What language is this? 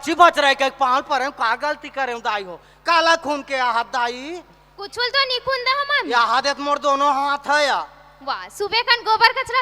Chhattisgarhi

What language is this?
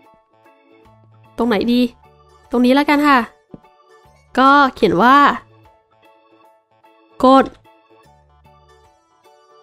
Thai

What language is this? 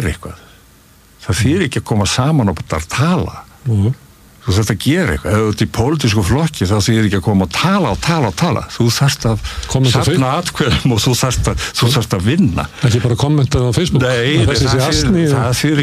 Icelandic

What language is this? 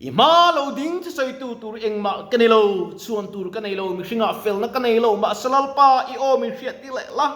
Mizo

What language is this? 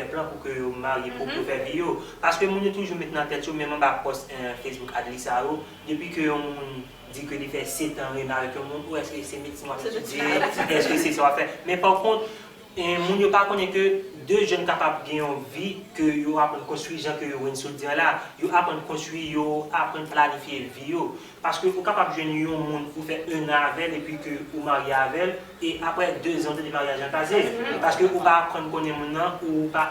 Haitian Creole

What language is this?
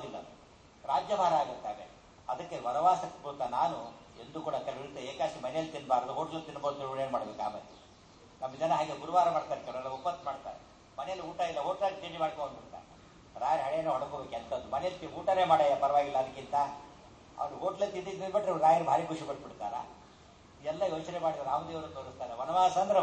Kannada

